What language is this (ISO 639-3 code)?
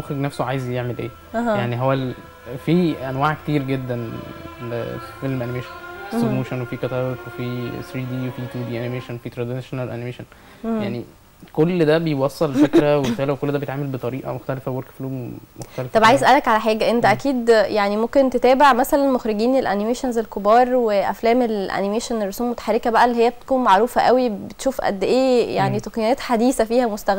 arz